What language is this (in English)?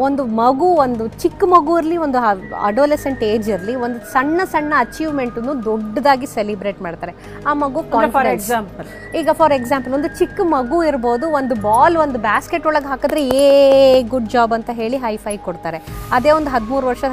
Kannada